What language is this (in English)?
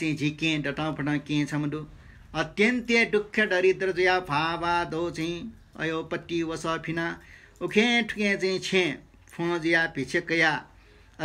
Newari